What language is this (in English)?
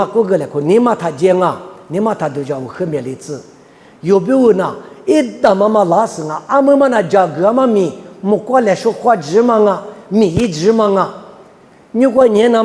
Lisu